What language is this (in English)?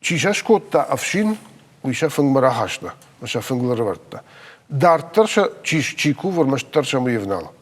Ossetic